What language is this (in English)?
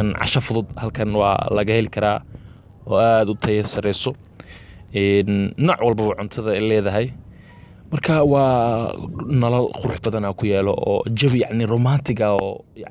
Somali